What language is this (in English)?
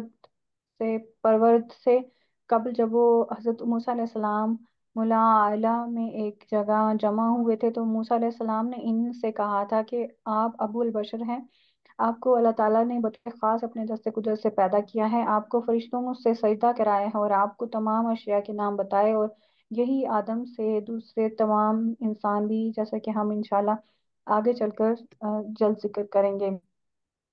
Urdu